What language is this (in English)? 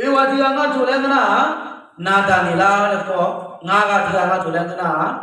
Akha